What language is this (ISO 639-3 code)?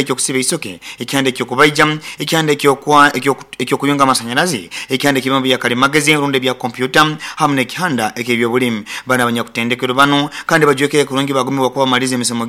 nyo